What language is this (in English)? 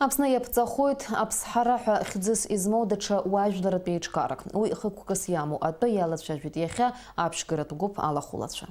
Abkhazian